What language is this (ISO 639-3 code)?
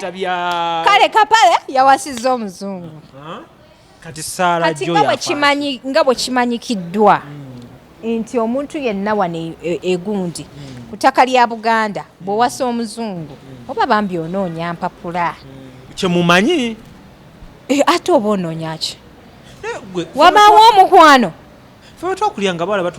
lug